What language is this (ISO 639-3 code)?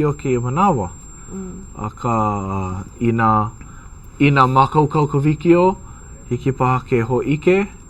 haw